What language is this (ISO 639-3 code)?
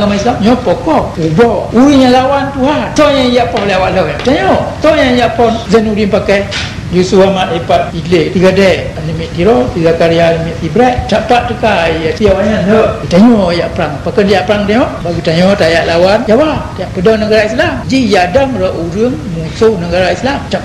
ace